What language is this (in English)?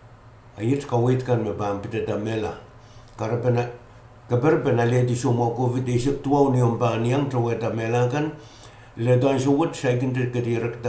Pohnpeian